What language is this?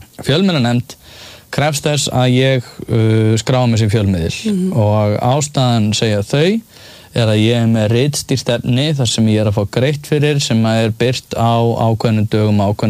Icelandic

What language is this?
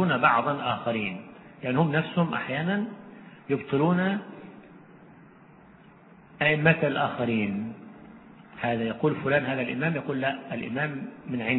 Arabic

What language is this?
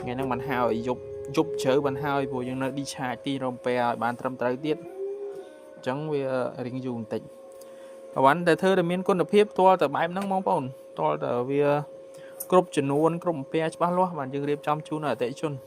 Khmer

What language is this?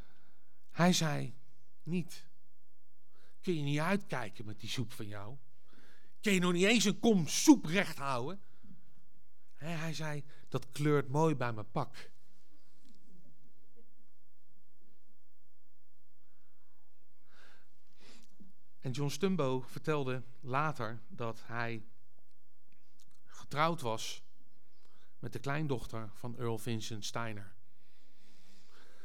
Dutch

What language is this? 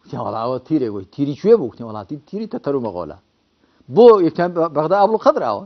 Central Kurdish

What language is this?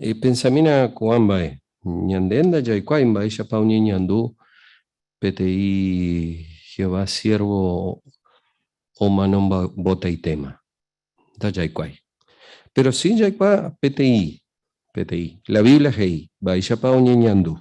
Guarani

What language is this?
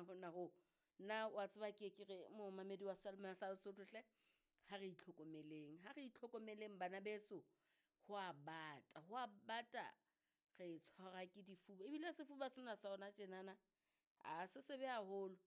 Southern Sotho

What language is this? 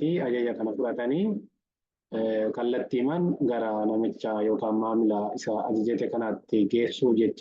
Oromo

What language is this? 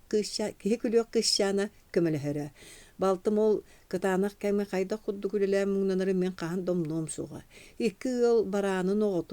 Yakut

